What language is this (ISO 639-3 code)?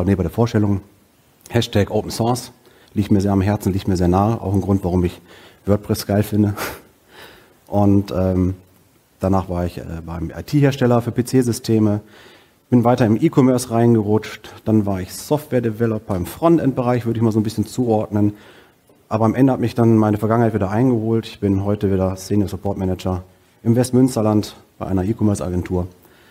deu